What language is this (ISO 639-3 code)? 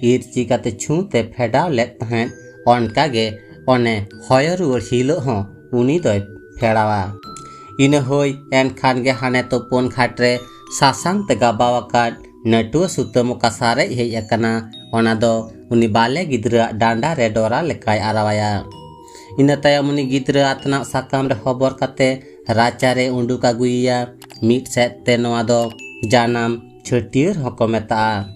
sat